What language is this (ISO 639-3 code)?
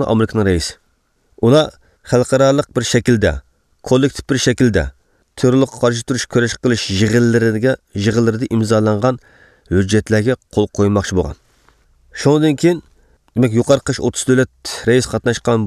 uig